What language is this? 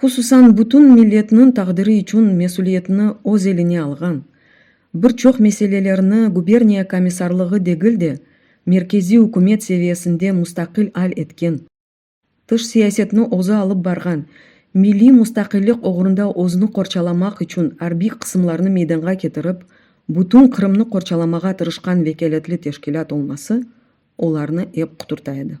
Crimean Tatar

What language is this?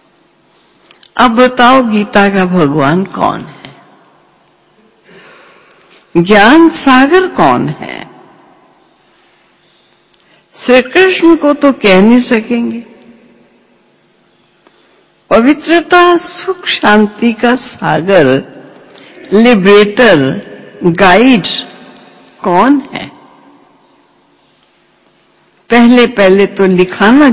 Hindi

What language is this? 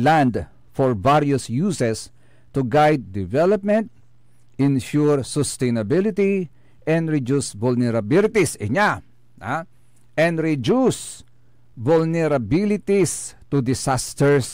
Pangasinan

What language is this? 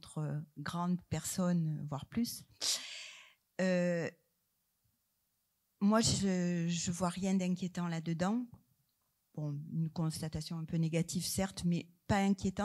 French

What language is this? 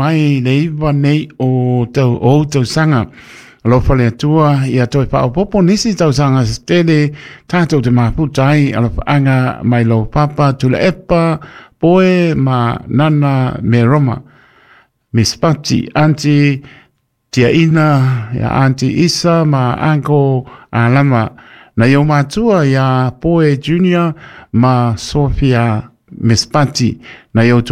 Samoan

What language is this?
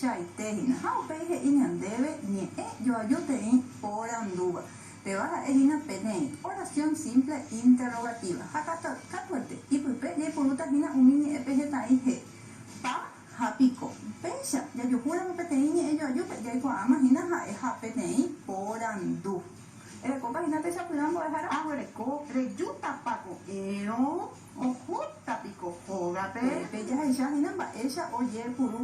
Guarani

